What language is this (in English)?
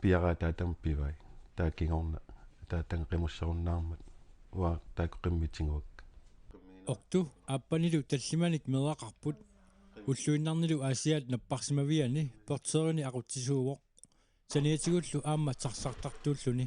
Kalaallisut